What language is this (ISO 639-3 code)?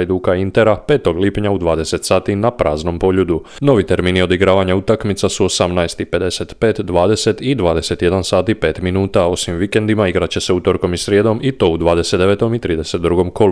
hrv